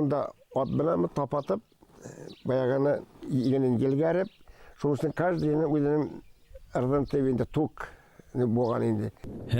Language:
Bashkir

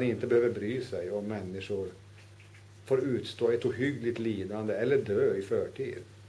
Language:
Swedish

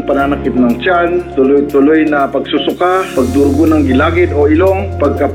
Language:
Filipino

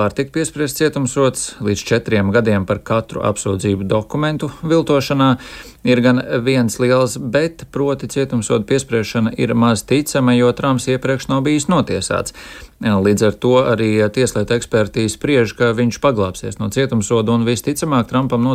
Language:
Latvian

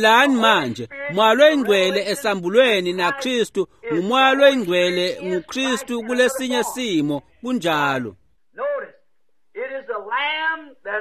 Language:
Swati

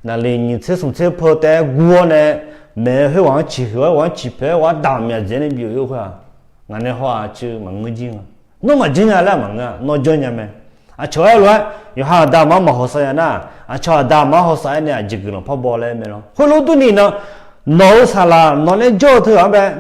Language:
Akha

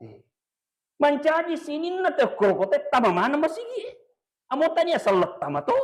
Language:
Buginese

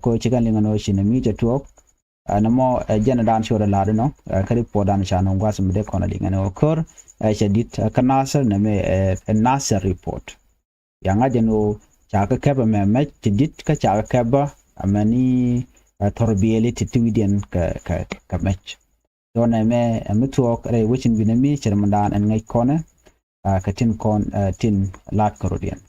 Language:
Nuer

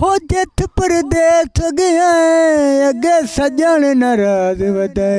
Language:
Saraiki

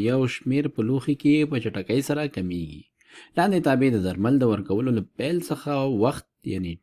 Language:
Pashto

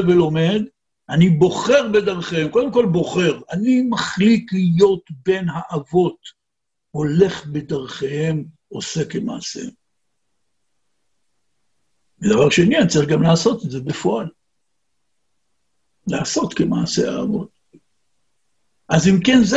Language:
Hebrew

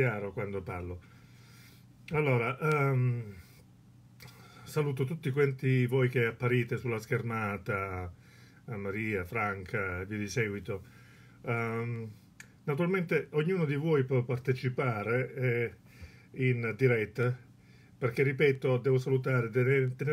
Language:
Italian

